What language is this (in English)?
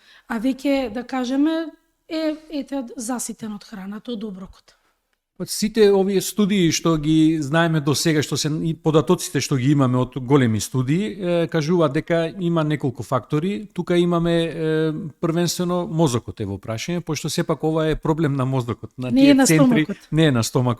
Macedonian